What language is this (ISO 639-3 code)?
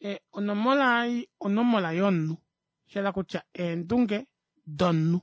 kua